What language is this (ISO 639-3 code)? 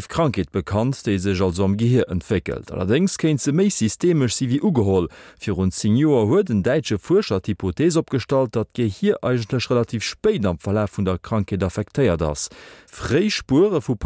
ltz